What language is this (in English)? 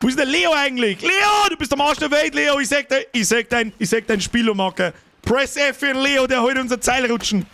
Bavarian